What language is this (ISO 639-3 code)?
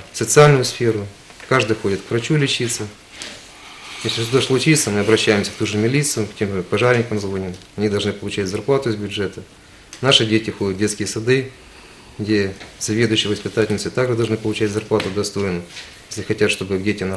rus